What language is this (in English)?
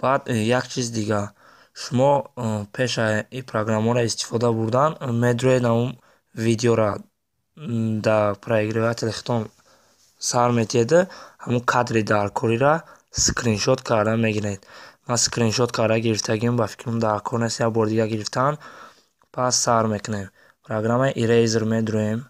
Tajik